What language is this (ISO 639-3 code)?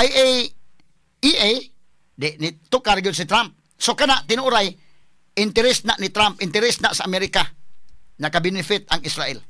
ceb